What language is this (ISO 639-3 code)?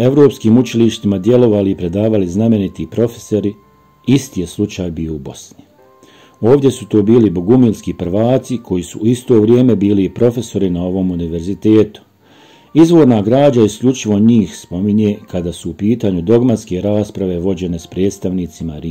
bos